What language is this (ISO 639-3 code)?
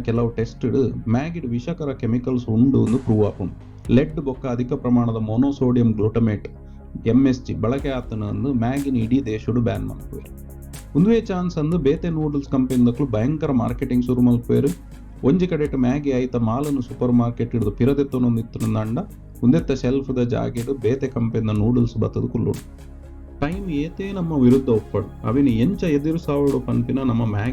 tcy